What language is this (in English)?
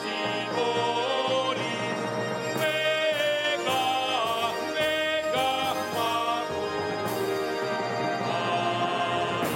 Batak Simalungun